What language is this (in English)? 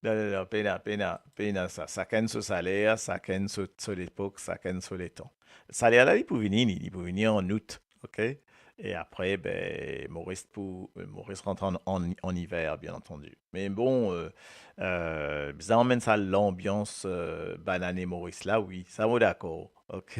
Morisyen